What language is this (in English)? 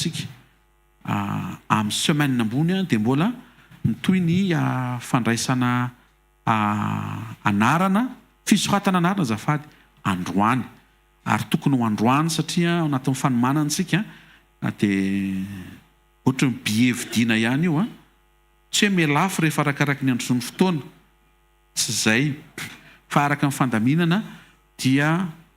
Malagasy